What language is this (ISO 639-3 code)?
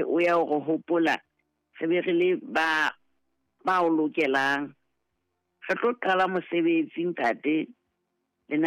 sot